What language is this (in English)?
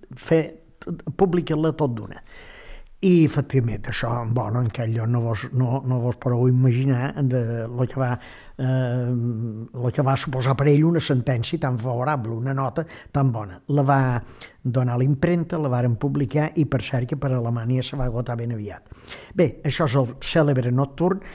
Catalan